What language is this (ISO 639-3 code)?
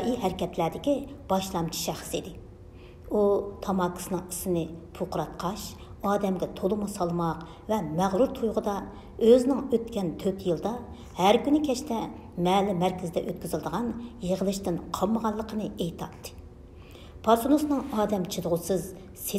uig